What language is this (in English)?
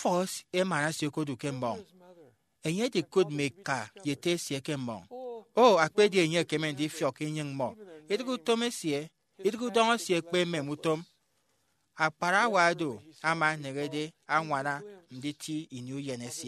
Efik